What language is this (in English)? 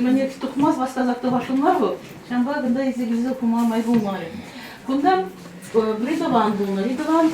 Chuvash